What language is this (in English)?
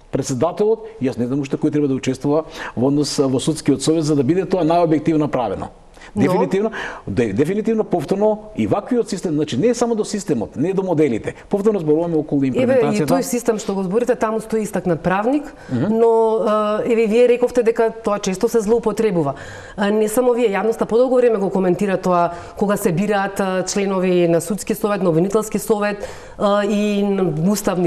Macedonian